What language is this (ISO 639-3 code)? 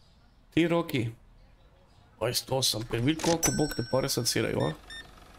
hrv